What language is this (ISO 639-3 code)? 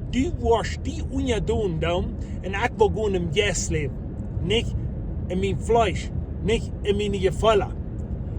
pdt